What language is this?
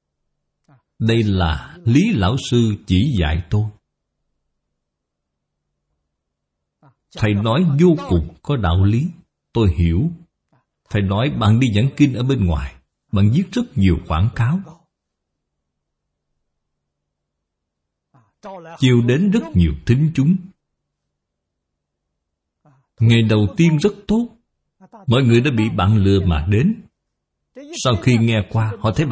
Vietnamese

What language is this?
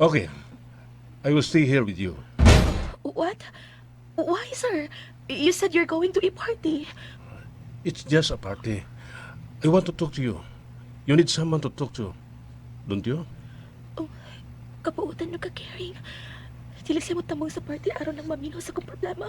Cebuano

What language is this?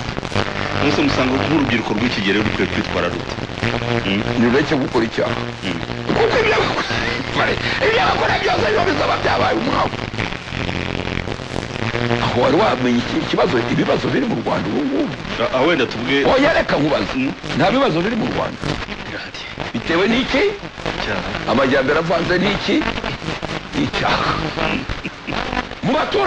Kinyarwanda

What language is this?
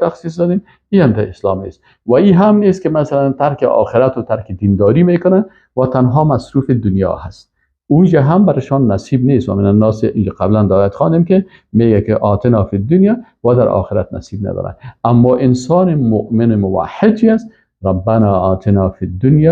Persian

